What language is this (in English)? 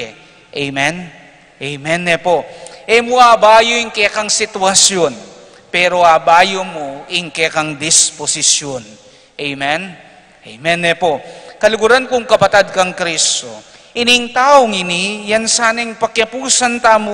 Pampanga